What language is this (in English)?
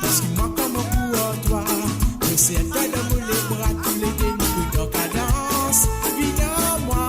Morisyen